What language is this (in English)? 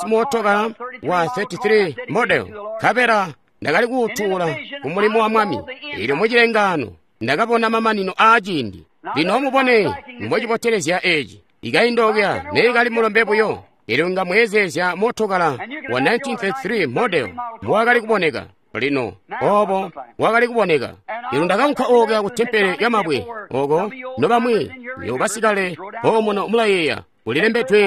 Tonga (Zambia)